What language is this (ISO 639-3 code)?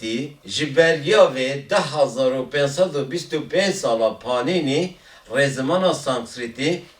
kur